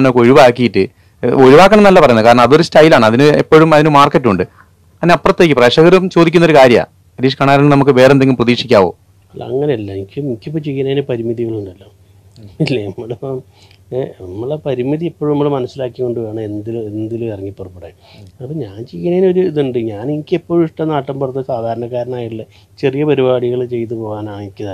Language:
Malayalam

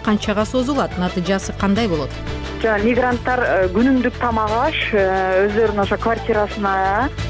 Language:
Kyrgyz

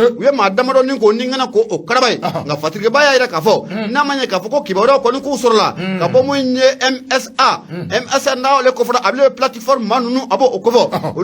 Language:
Bambara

